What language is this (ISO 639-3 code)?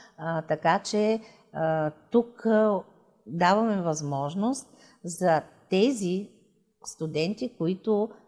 bul